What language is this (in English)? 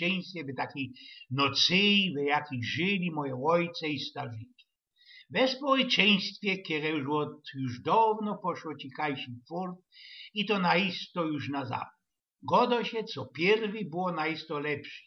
Silesian